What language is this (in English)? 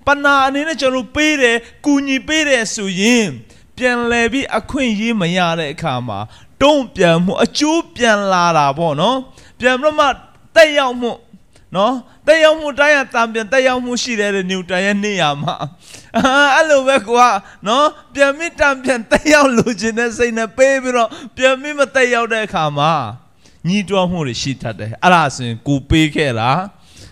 Burmese